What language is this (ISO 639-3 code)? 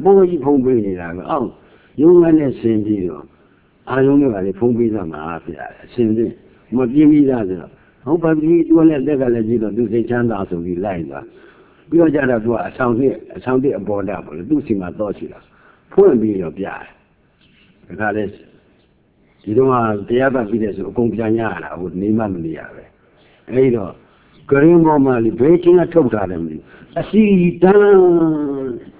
mya